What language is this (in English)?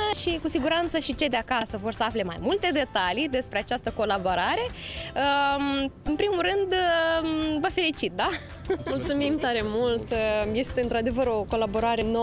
Romanian